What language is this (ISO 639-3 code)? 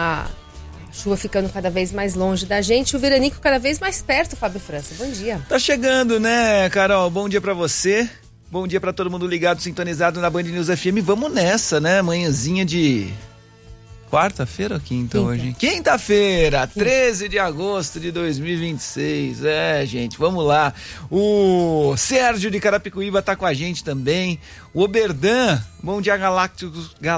por